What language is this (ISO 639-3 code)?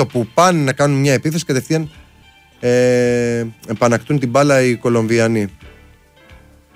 ell